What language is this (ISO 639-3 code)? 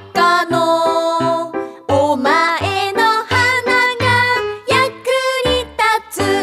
jpn